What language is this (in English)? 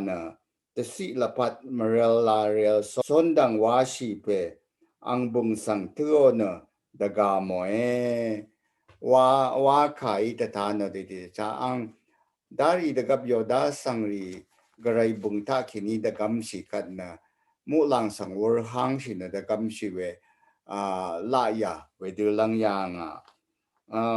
Rawang